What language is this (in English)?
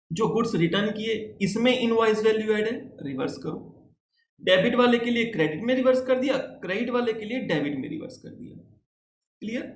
Hindi